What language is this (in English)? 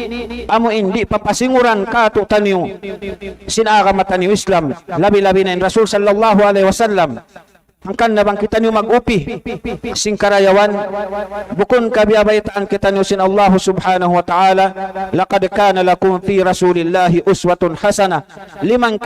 Tausug